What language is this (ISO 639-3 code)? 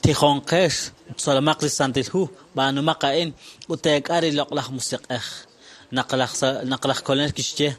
kek